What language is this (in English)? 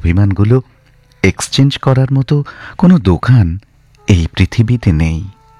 Bangla